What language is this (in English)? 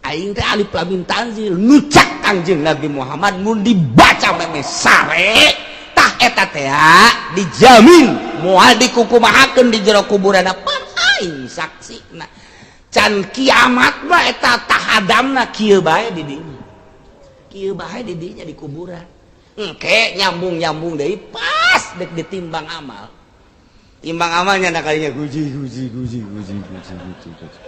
Sundanese